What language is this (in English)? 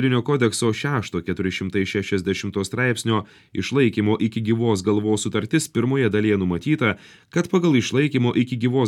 Lithuanian